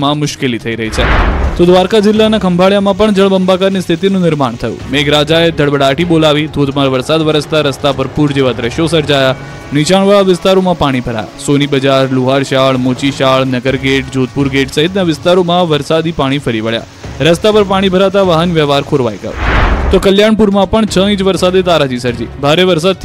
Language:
Gujarati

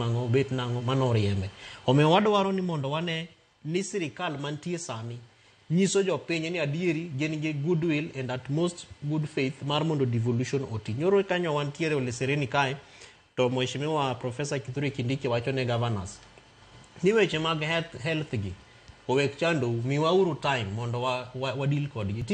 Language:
Luo (Kenya and Tanzania)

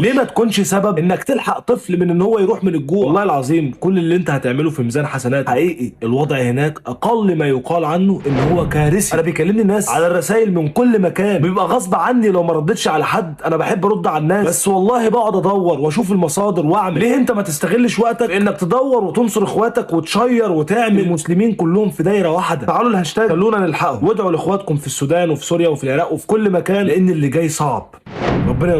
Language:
Egyptian Arabic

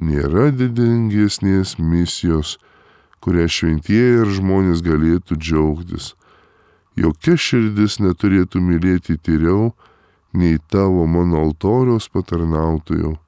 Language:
Lithuanian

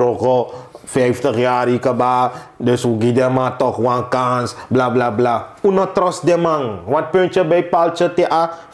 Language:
Sranan Tongo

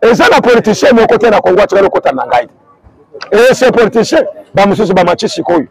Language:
Lingala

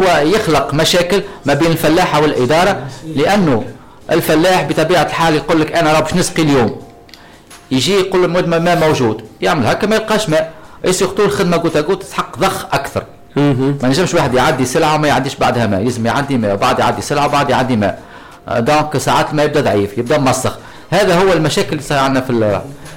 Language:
Tunisian Arabic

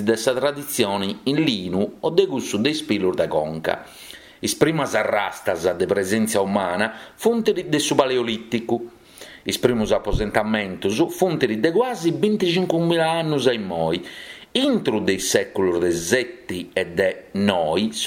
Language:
Sardinian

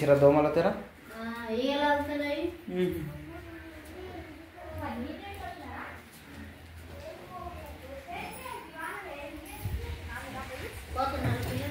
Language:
Telugu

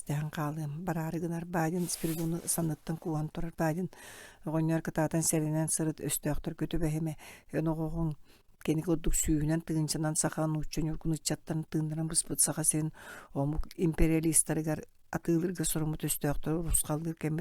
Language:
Yakut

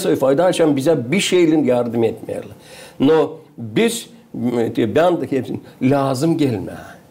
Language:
Gagauz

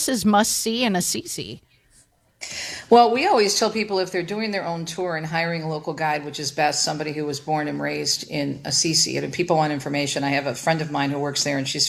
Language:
English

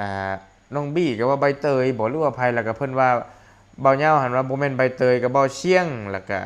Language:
Lao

